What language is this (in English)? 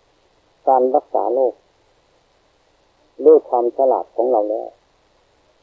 Thai